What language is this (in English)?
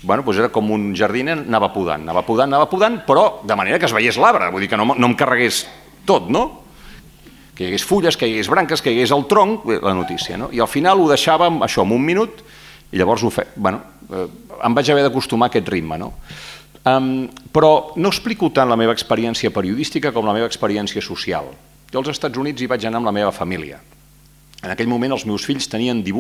Catalan